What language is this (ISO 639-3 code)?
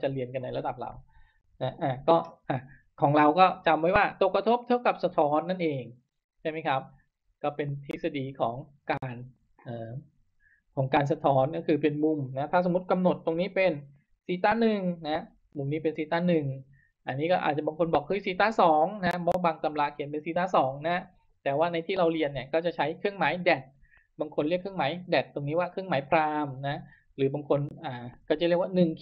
tha